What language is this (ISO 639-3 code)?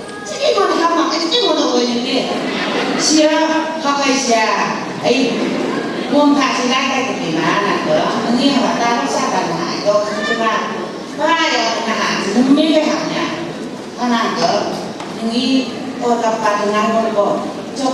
nph